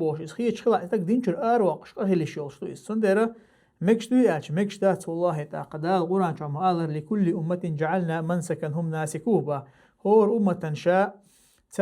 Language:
Chechen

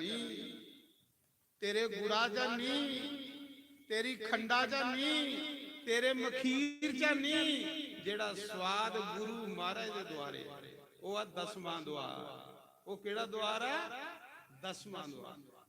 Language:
Dogri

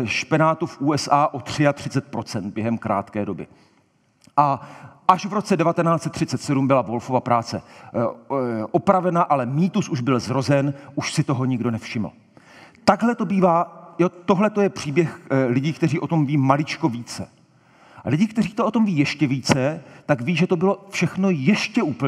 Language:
Czech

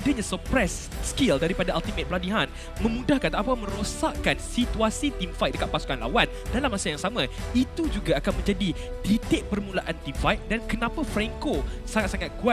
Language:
Malay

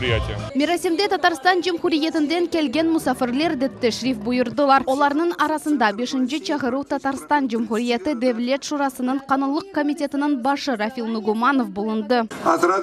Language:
Crimean Tatar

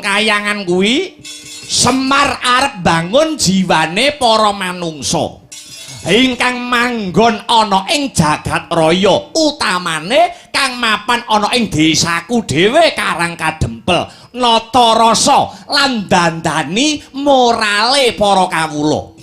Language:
Javanese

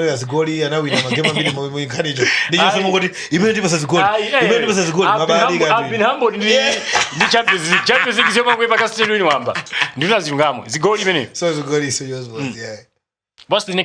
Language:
Nyanja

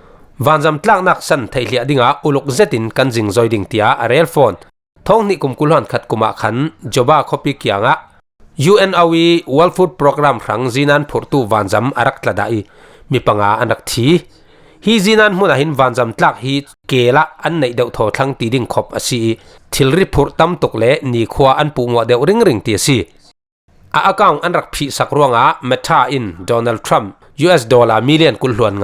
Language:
Falam Chin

